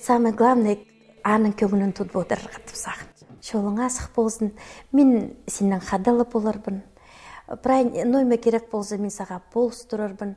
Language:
Khakas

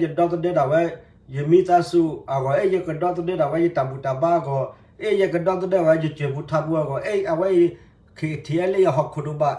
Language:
S'gaw Karen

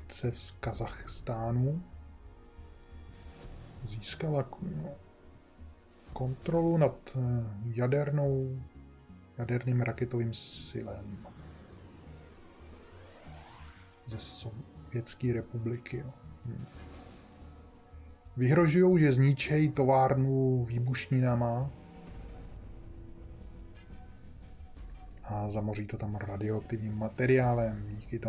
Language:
Czech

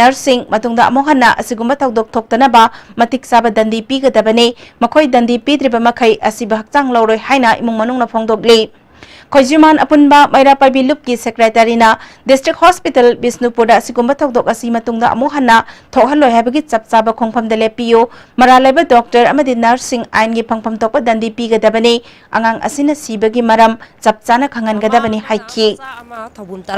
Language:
Manipuri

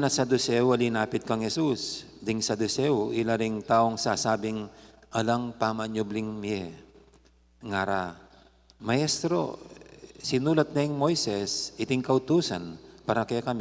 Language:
Pampanga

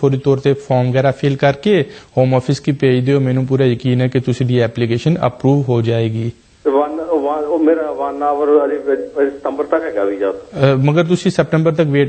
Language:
Punjabi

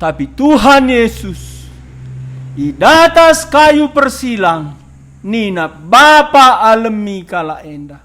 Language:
Batak Karo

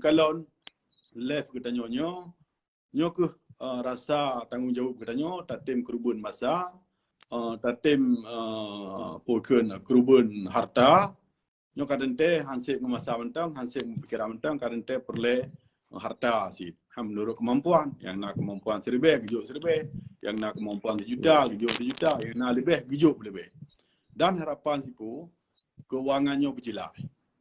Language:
Achinese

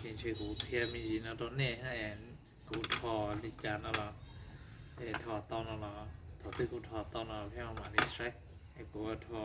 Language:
Hmong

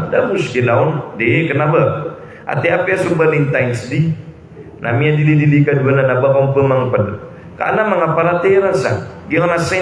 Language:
Maranao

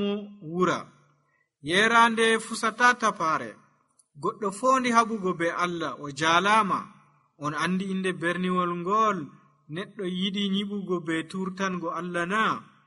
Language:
Nigerian Fulfulde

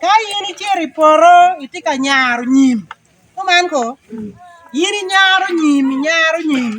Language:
Acoli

